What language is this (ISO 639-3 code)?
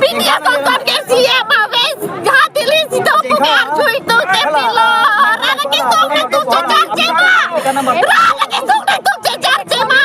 mjw